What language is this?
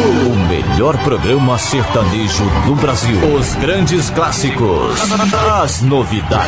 Portuguese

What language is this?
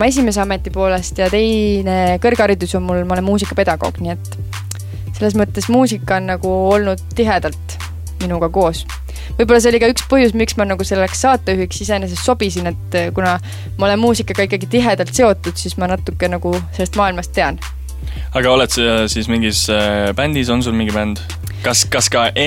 Estonian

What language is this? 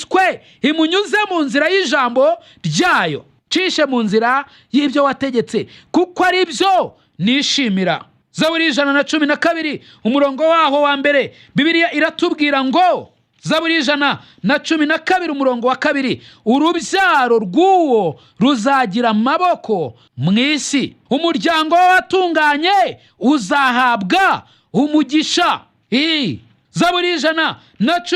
Kinyarwanda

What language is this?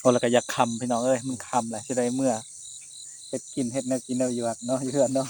Northeastern Thai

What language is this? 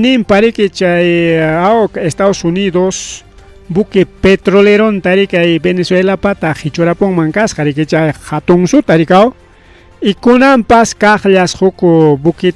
Ayacucho Quechua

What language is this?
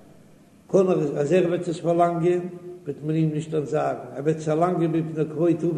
Yiddish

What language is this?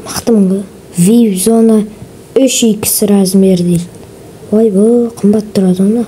Kazakh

